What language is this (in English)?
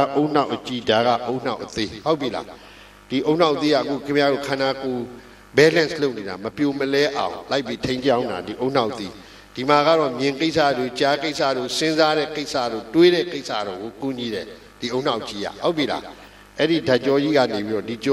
Burmese